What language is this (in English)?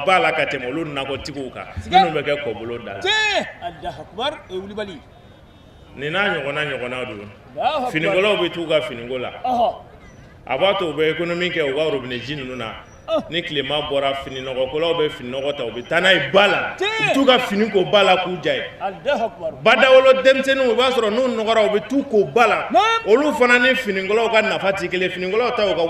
Bambara